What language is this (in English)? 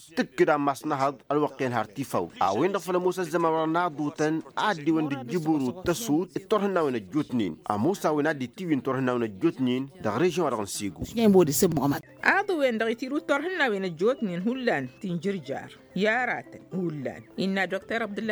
Tamasheq